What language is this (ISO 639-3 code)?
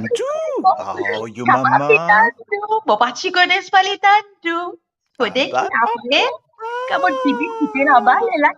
mfe